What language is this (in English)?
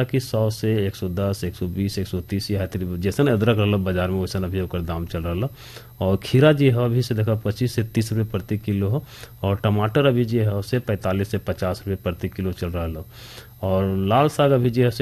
Bhojpuri